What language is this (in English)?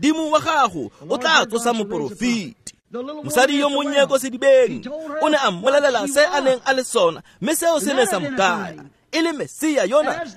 Tswana